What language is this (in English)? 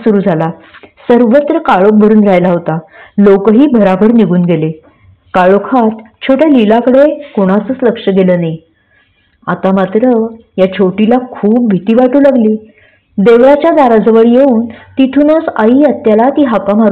Marathi